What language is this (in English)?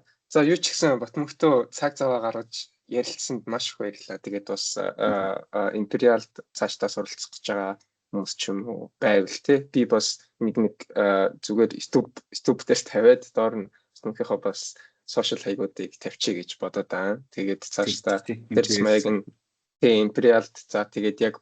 Mongolian